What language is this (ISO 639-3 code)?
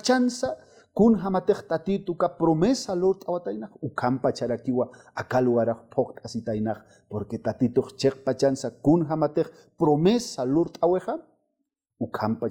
aym